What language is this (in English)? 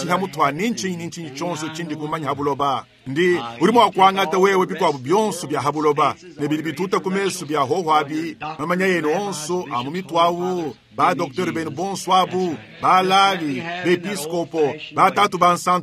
Luba-Lulua